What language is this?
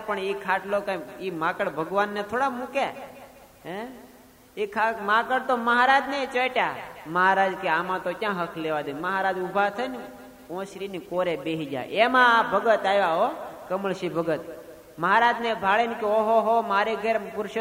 Gujarati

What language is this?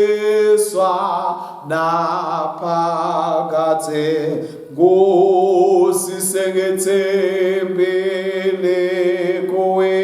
Swati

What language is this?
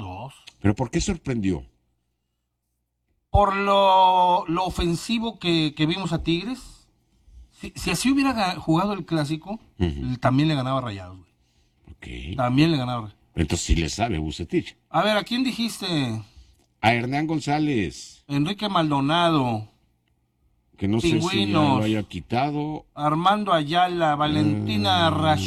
Spanish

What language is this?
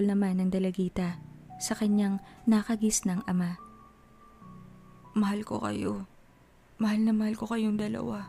Filipino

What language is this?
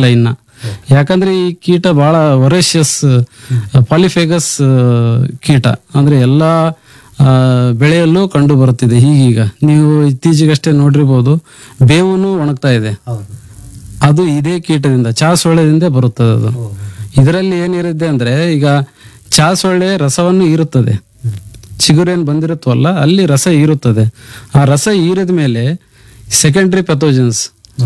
Kannada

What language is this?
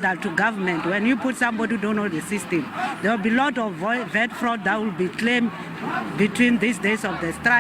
Venda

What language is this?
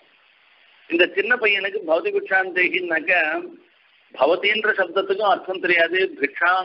Tamil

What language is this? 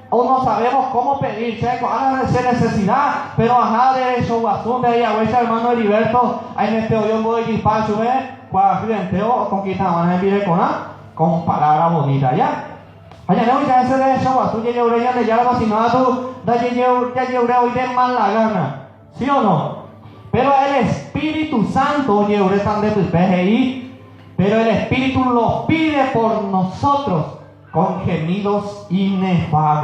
Guarani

